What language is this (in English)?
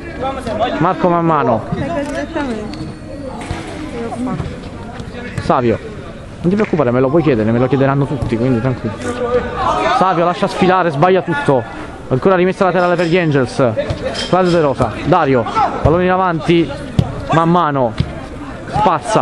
Italian